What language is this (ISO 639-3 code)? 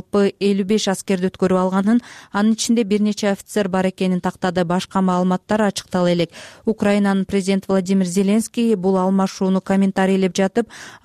kir